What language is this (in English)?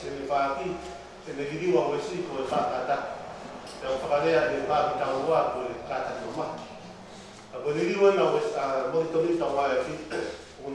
Tongan